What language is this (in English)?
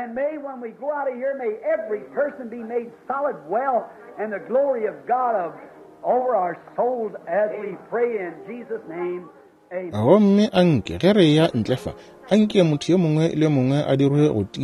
Northern Sotho